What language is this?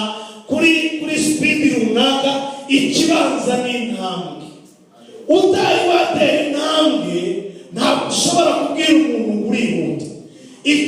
Kinyarwanda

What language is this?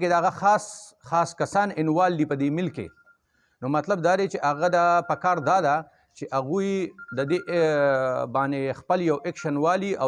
Pashto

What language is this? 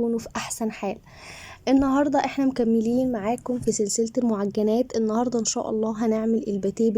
Egyptian Arabic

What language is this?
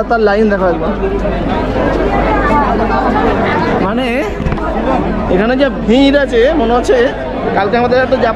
Bangla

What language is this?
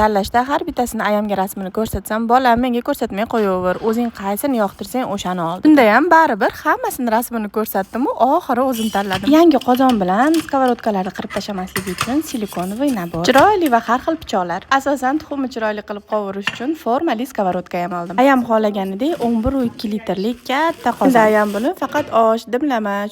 Uzbek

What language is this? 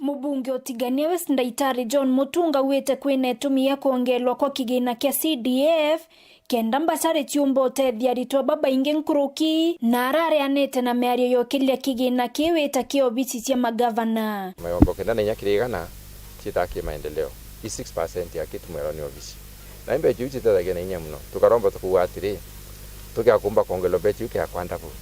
Meru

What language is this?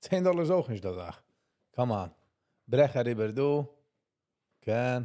Yiddish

